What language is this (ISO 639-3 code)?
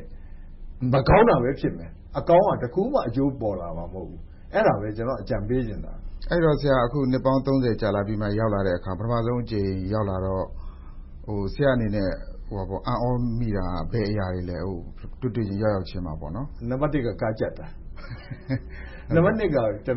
mya